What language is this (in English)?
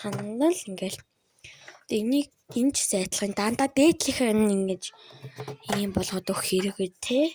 Mongolian